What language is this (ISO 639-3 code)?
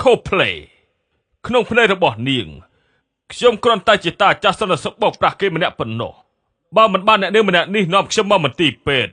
khm